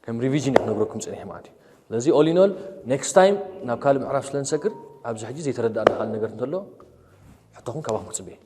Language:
Tigrinya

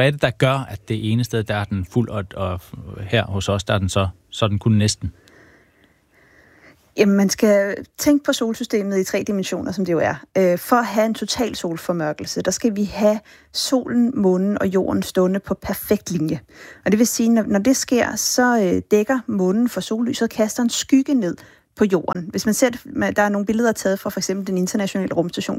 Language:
Danish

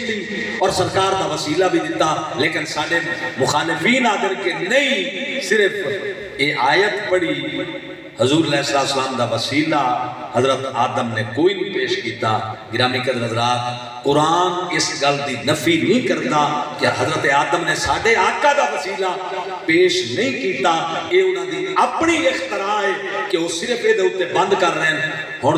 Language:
Saraiki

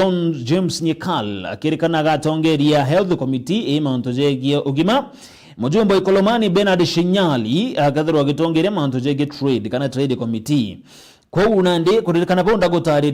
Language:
Meru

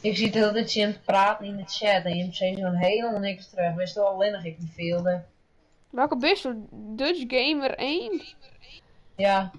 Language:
Western Frisian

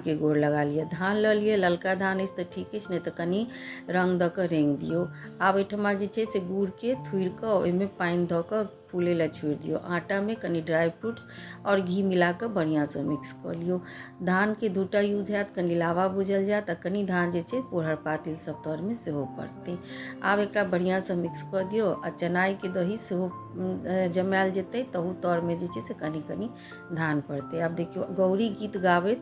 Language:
Maithili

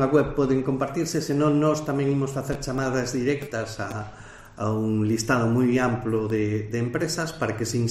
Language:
Galician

